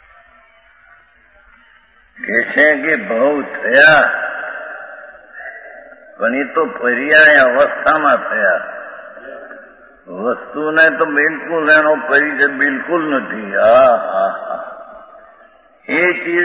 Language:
Gujarati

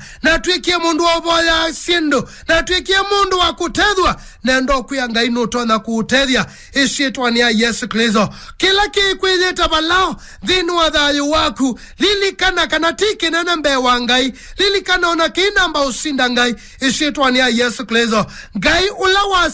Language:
Kamba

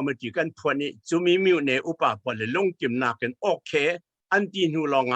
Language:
Falam Chin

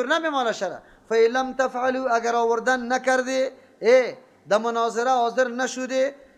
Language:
Persian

